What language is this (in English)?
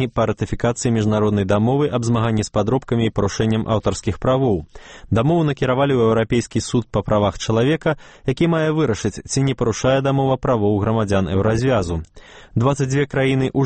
Belarusian